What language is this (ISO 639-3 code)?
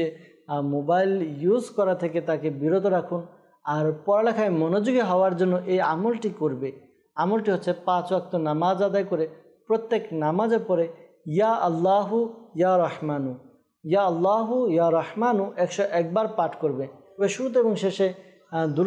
ben